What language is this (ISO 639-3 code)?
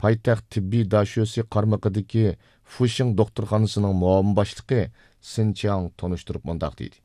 uig